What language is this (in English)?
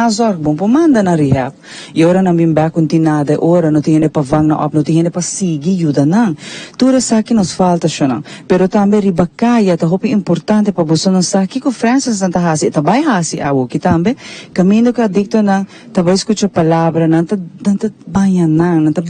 Papiamento